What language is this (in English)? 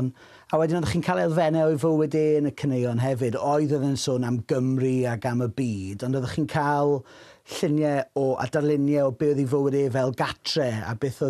Welsh